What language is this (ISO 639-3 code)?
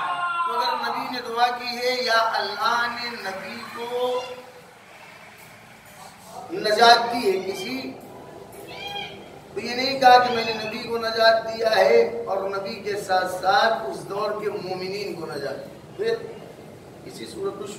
urd